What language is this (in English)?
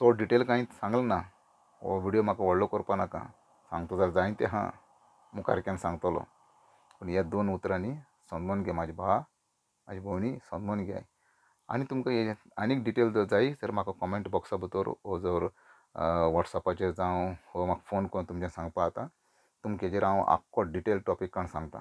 Konkani